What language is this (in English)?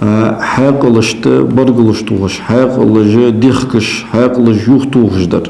Ingush